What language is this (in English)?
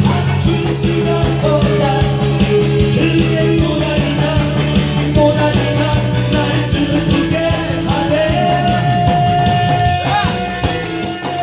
Korean